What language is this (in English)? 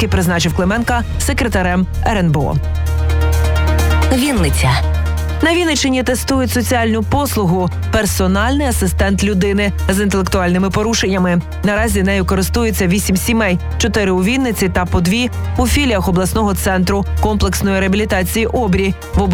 Ukrainian